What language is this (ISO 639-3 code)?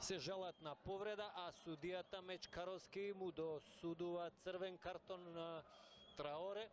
mkd